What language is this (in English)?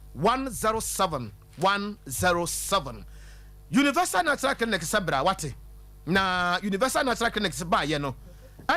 Akan